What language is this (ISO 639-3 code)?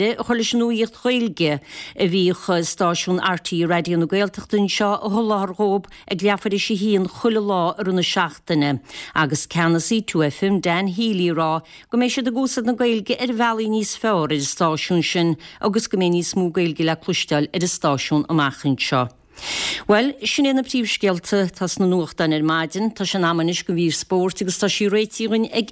gle